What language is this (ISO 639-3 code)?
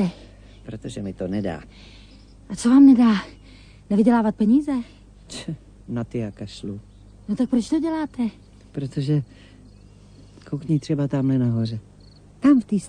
ces